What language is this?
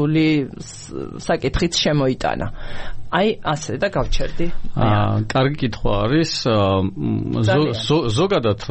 Georgian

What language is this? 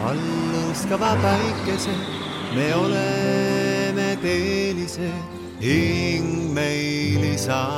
Estonian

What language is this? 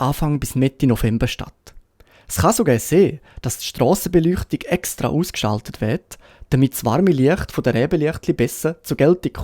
Swiss German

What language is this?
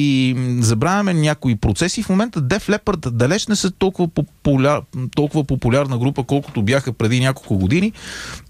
Bulgarian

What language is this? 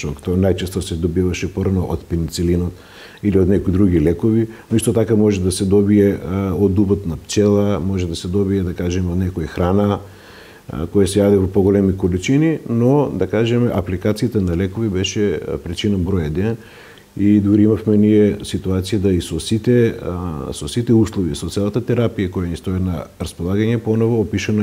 Macedonian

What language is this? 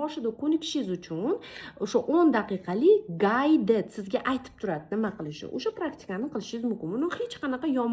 Uzbek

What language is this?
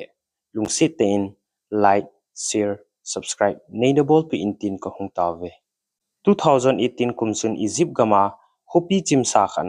Thado Chin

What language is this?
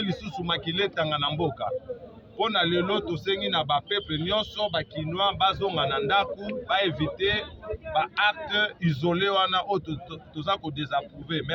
Lingala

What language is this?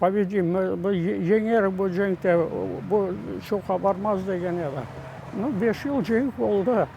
Crimean Tatar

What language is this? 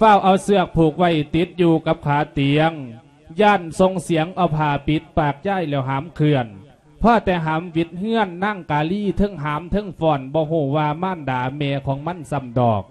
Lao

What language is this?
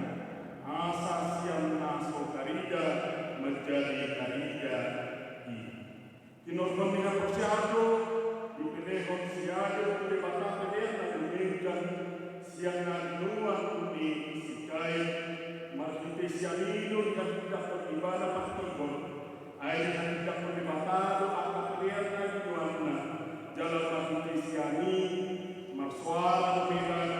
Batak Toba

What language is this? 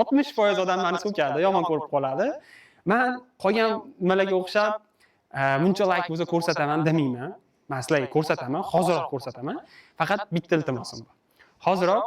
Uzbek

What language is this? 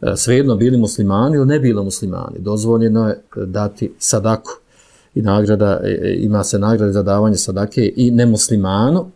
Bosnian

